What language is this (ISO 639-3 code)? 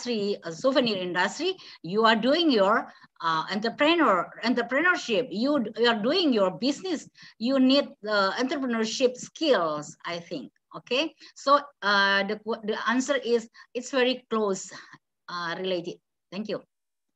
eng